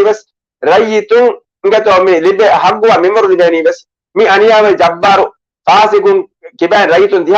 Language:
Divehi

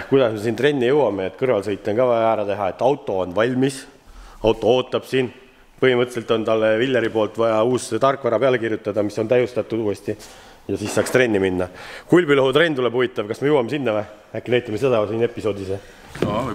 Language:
Estonian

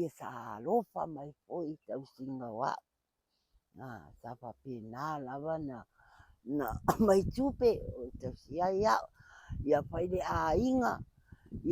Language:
Samoan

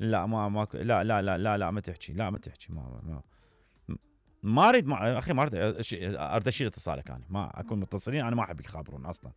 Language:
Mesopotamian Arabic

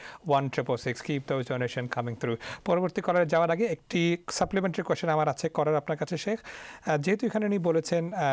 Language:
Bangla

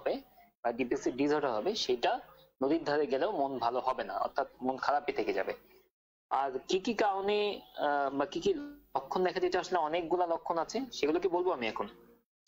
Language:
Bangla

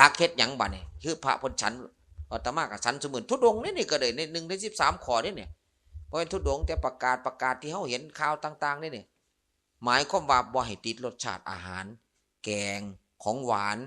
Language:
Lao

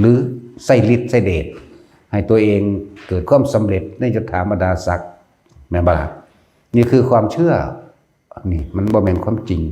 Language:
Lao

